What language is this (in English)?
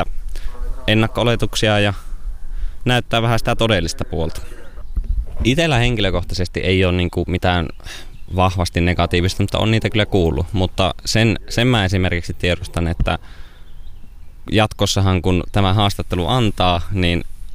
Finnish